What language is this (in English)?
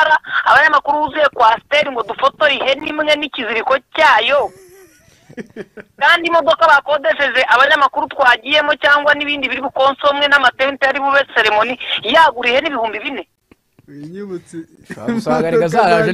Kinyarwanda